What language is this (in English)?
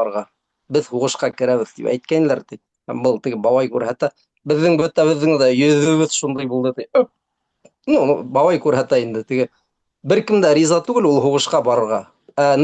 Bashkir